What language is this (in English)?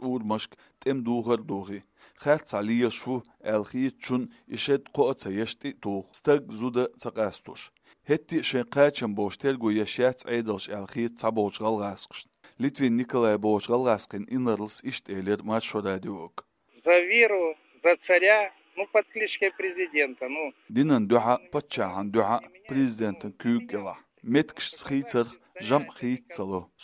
Chechen